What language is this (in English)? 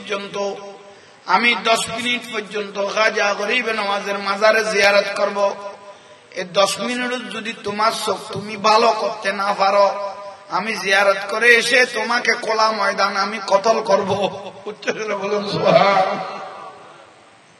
Bangla